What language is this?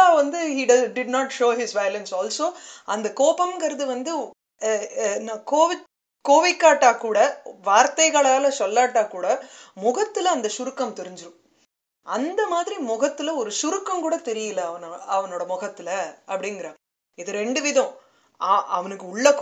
Tamil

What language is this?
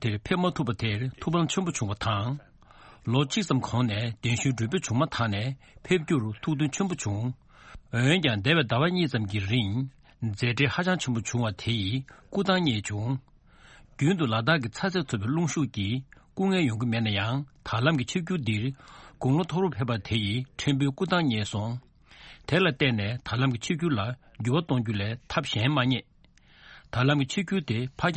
Tibetan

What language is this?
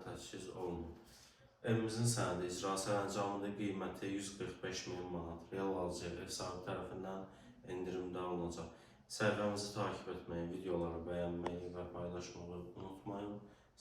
Azerbaijani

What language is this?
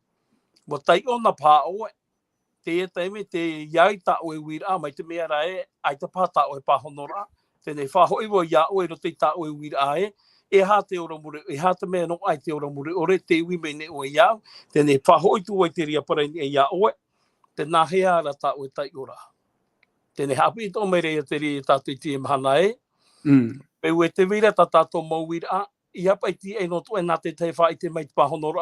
Tahitian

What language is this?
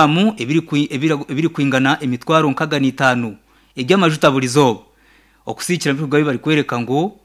Nyankole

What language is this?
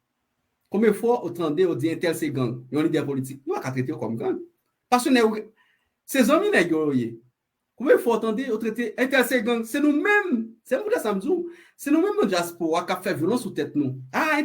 Haitian Creole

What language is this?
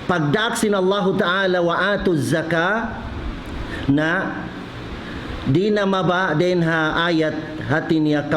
Tausug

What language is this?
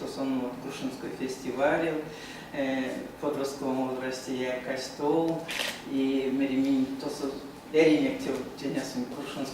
Erzya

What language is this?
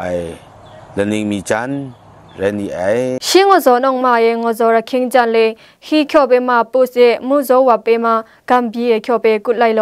Kachin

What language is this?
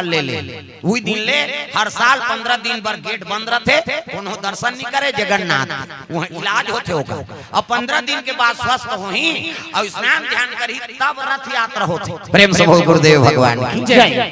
Chhattisgarhi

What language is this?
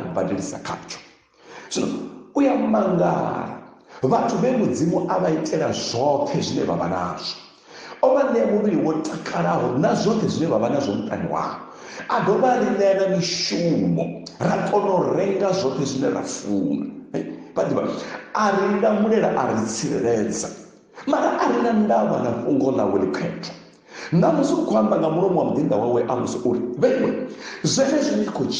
Venda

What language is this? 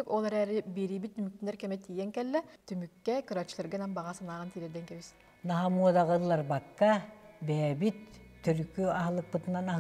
Yakut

